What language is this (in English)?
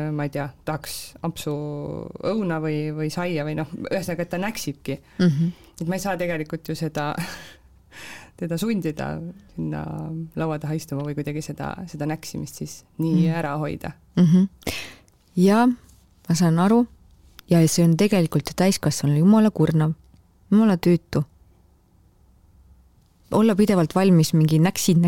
Estonian